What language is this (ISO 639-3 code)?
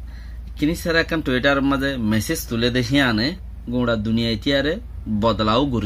rhg